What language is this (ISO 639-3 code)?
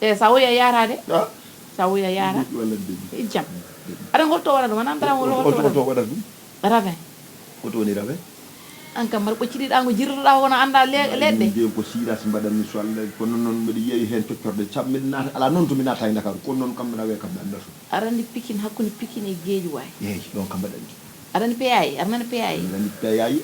ful